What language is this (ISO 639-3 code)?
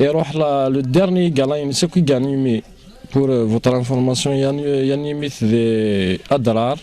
kab